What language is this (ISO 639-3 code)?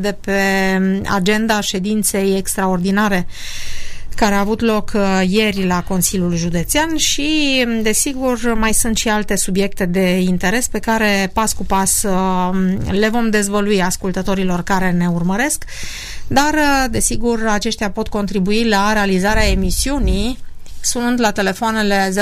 ron